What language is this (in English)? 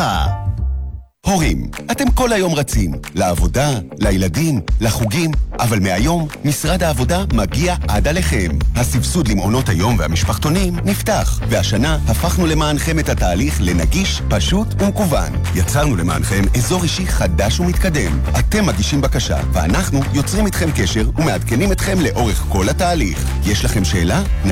Hebrew